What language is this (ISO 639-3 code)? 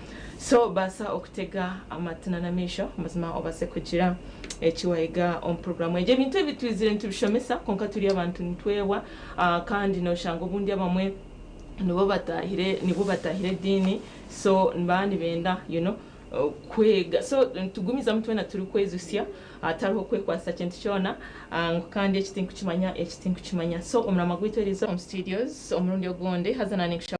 nyn